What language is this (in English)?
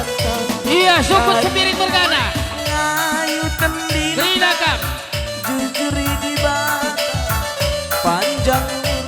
Batak Karo